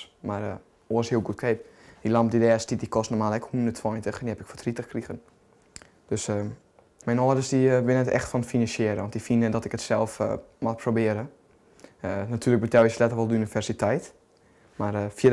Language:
Western Frisian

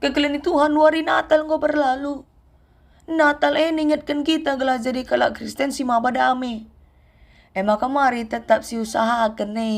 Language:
Batak Karo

